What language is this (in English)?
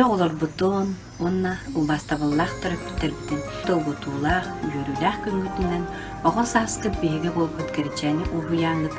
Yakut